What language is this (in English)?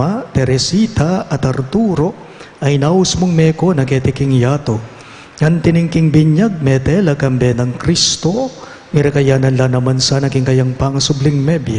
Pampanga